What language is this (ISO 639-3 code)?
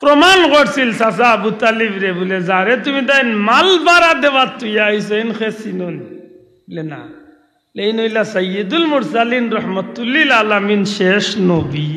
syl